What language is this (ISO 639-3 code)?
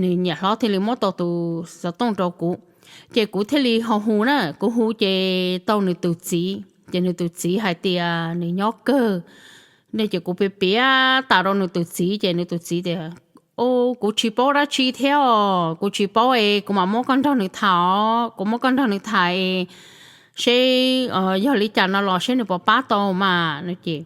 hmn